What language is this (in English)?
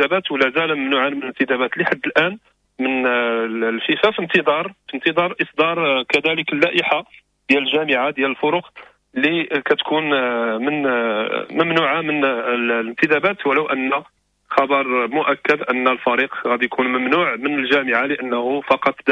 Moroccan Arabic